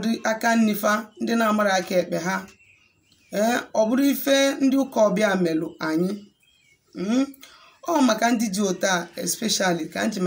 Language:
Igbo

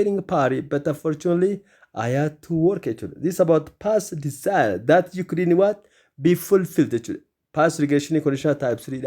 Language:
Oromo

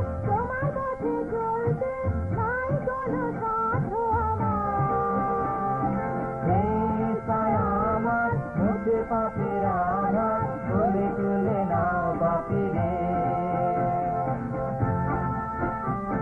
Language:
Bangla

